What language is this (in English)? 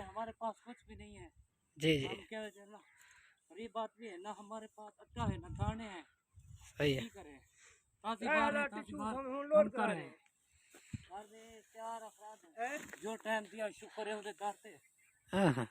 Saraiki